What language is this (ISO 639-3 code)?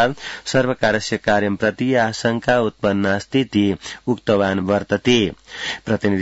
san